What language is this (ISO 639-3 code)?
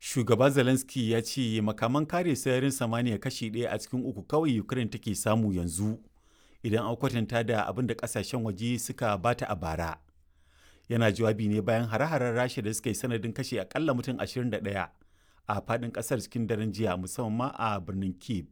hau